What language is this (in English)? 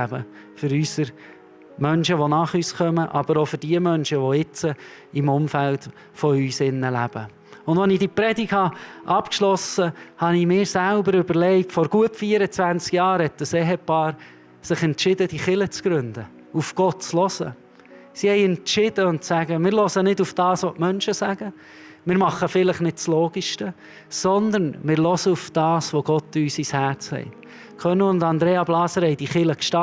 Swiss German